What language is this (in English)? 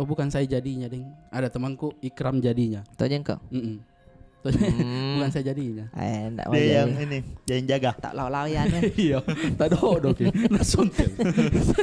Makassar Malay